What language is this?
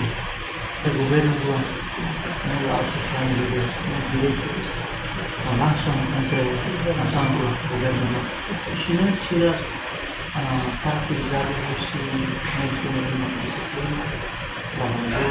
Tetum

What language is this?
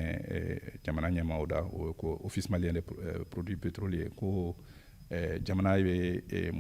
Bambara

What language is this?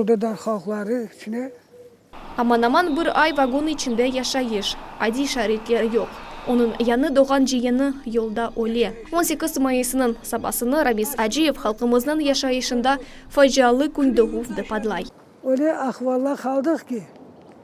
Crimean Tatar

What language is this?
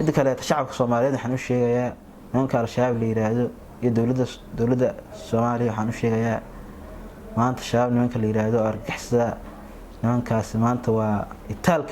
Somali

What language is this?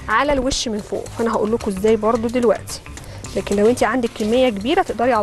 Egyptian Arabic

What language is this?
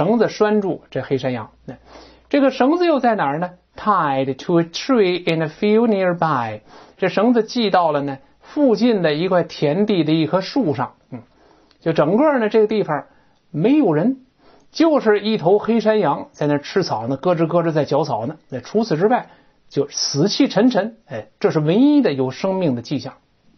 Chinese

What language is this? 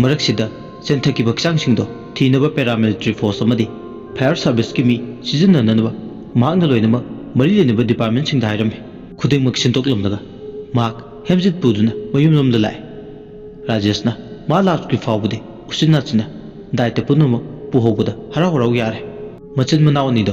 Manipuri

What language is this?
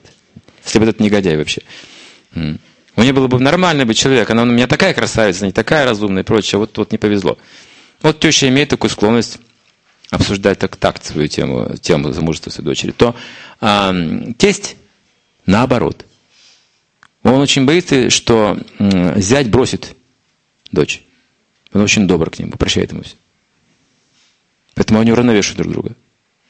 Russian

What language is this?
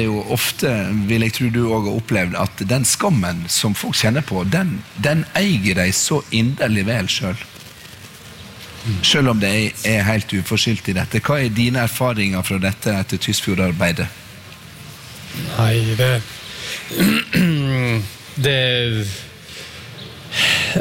Norwegian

